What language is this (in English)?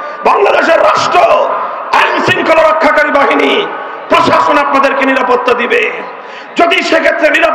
Bangla